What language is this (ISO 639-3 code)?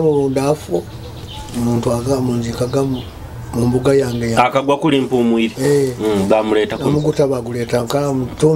nyo